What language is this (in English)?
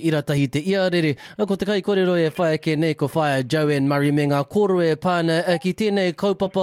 Māori